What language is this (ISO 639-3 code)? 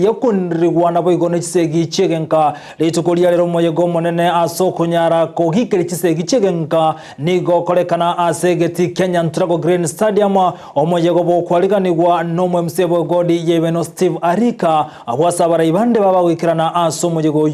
guz